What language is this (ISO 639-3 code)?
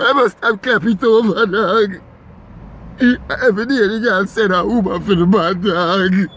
jam